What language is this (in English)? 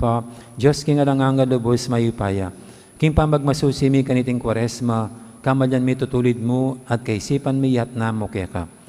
Pampanga